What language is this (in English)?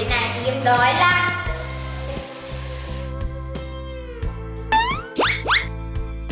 Vietnamese